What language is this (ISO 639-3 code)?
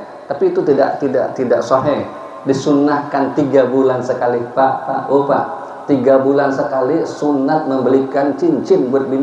bjn